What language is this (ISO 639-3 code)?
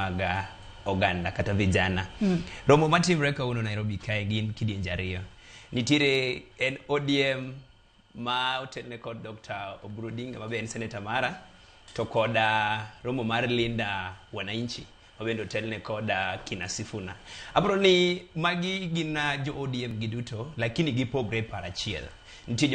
luo